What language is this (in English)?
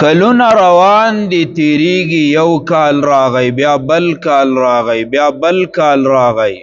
Pashto